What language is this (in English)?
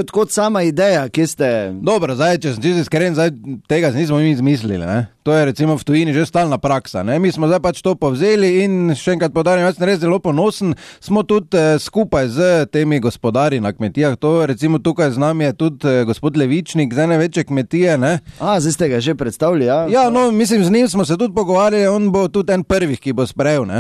Slovenian